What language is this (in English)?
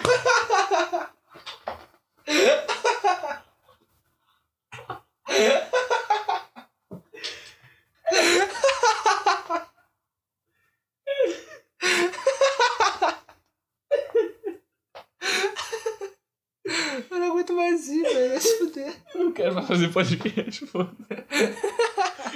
Portuguese